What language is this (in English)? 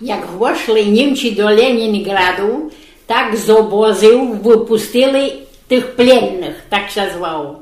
Rusyn